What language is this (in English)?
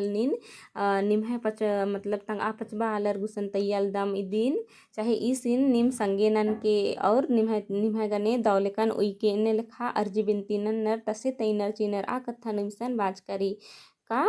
Kurukh